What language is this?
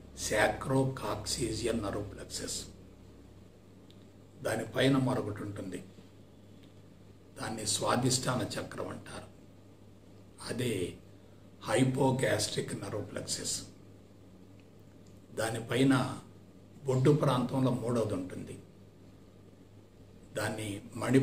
Telugu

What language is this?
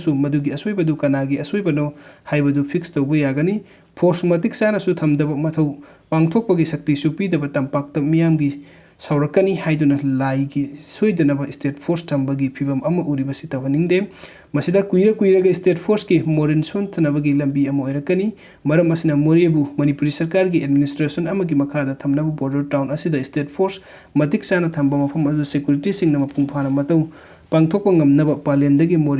Manipuri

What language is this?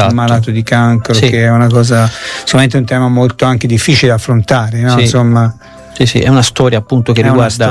Italian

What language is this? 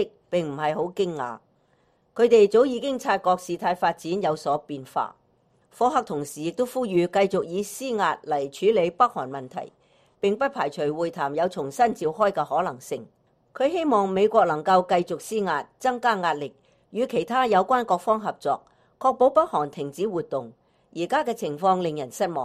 Cantonese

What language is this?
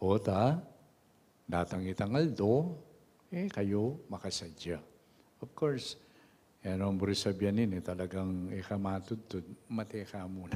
Pampanga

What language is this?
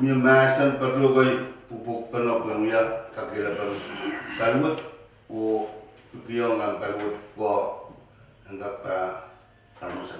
Pohnpeian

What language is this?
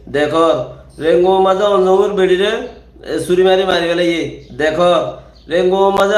Rohingya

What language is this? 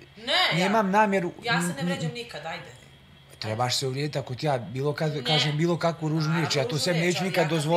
Bosnian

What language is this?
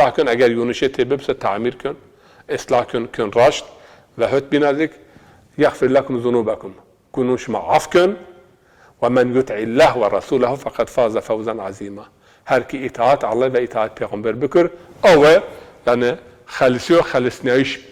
Zaza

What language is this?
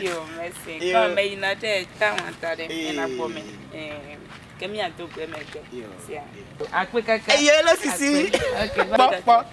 Ewe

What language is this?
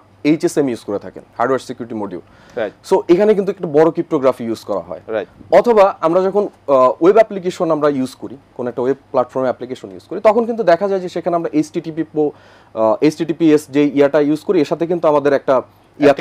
Bangla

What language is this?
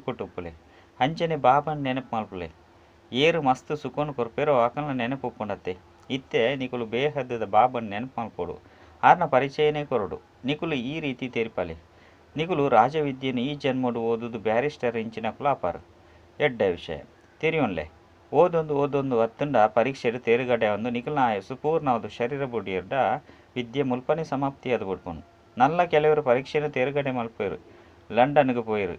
Tulu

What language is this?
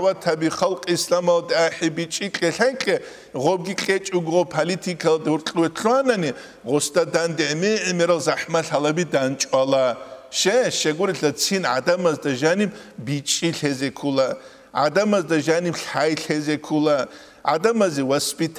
Avaric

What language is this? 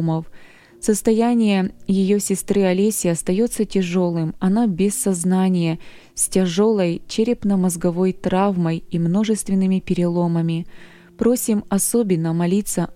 Russian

